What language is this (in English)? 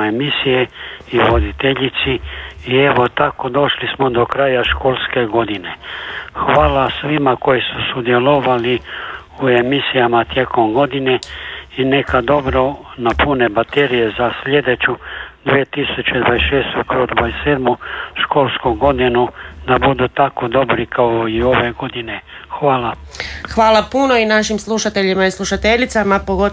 Croatian